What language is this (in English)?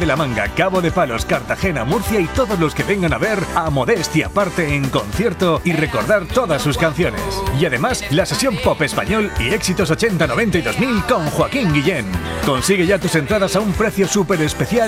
Spanish